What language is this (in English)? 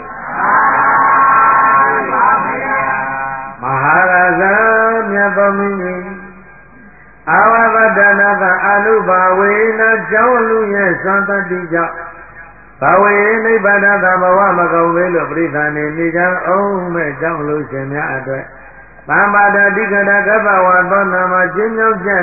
Burmese